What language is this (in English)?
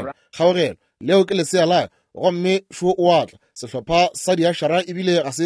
Northern Sotho